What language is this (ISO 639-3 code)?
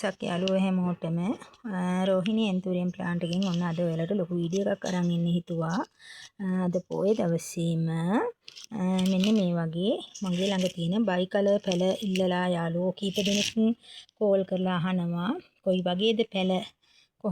sin